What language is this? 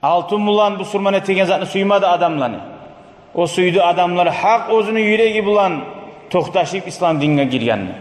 Kumyk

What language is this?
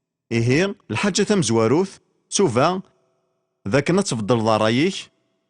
Kabyle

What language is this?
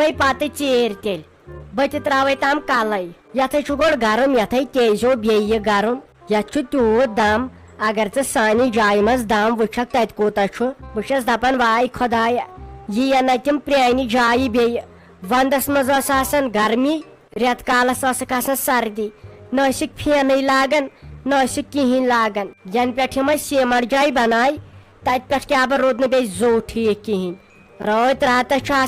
Kashmiri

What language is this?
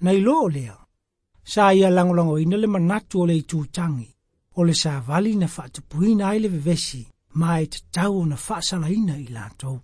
Samoan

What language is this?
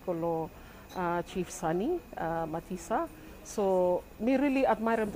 Bislama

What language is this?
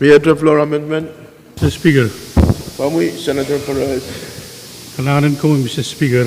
Pohnpeian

